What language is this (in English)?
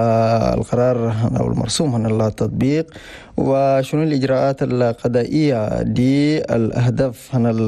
Chadian Arabic